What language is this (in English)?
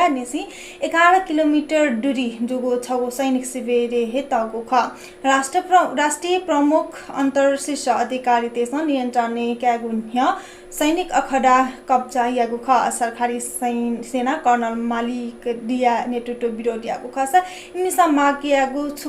Newari